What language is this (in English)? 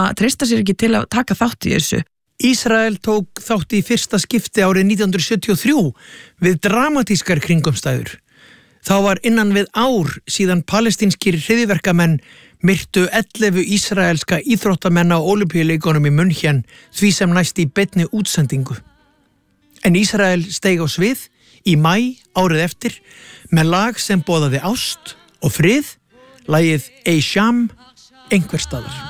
Icelandic